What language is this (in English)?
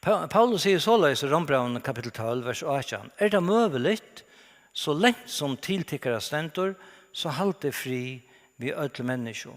Faroese